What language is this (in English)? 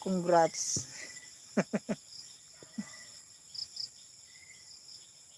Bikol